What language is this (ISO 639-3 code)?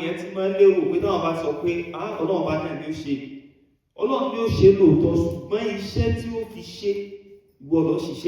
yor